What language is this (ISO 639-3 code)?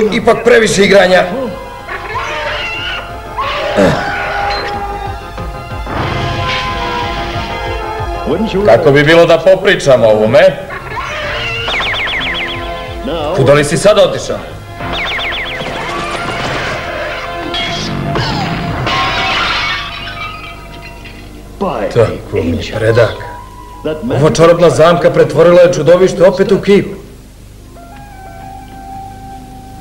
srp